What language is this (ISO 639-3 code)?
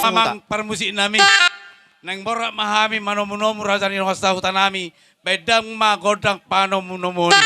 bbc